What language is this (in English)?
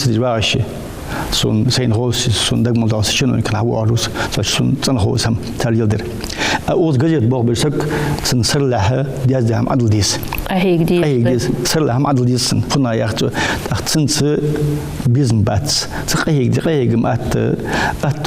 Ingush